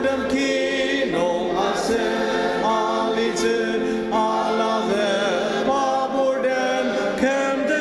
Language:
Ao Naga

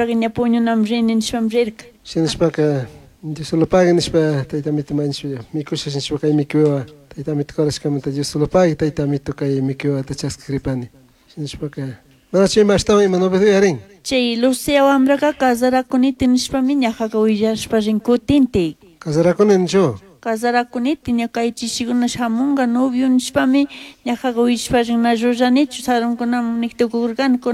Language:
Chimborazo Highland Quichua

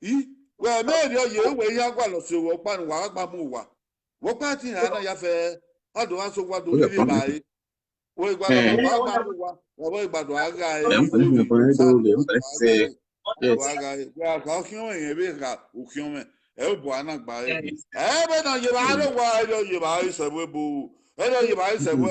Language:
Bini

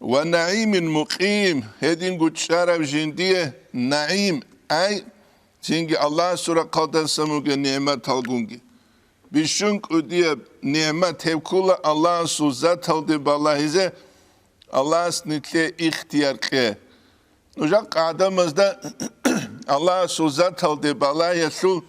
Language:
Avaric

